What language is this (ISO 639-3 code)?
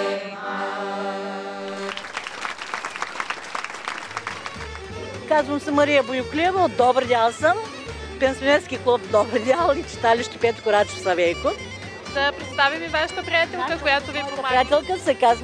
bul